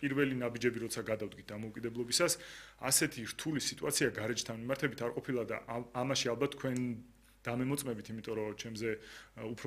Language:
Georgian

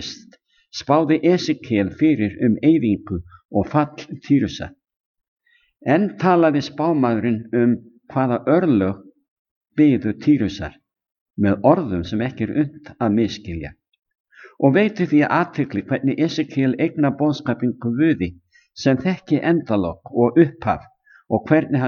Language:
Icelandic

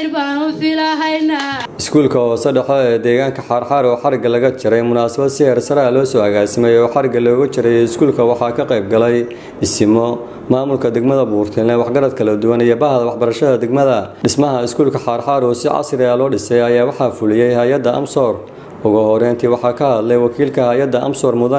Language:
Somali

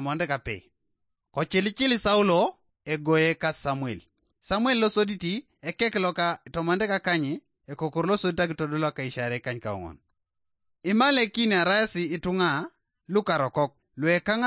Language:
Teso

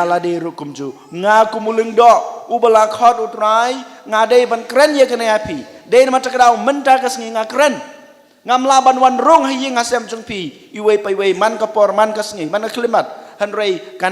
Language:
Khasi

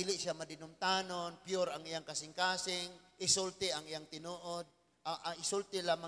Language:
Cebuano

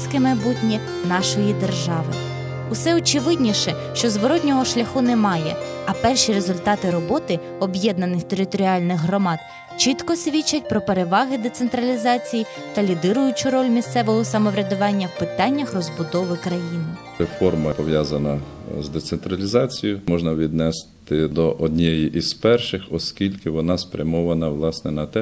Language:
Ukrainian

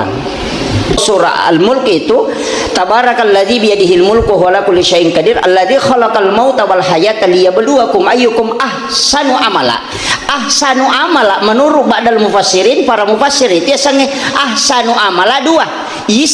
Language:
Buginese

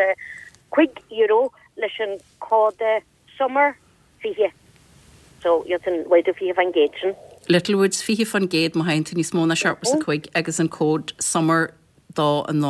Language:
Irish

